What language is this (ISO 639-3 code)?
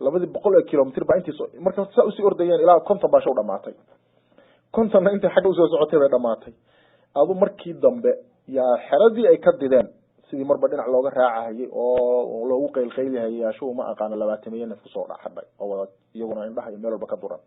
som